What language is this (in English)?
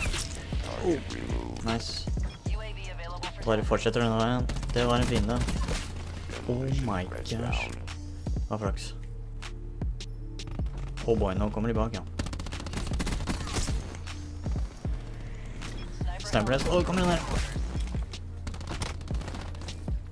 Norwegian